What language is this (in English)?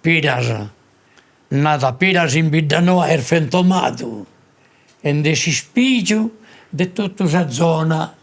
Sardinian